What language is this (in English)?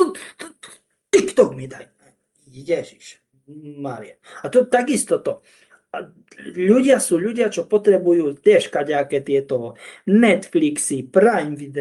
Slovak